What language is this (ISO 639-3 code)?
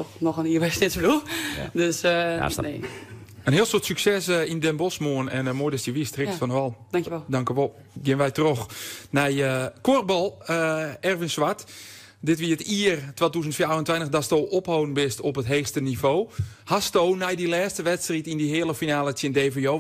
fry